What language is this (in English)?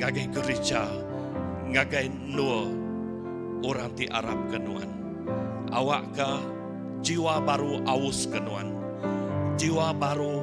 Iban